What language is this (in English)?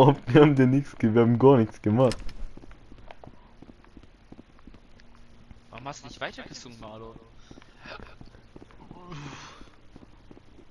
German